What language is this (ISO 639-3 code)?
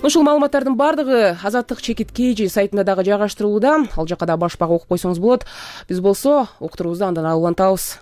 kir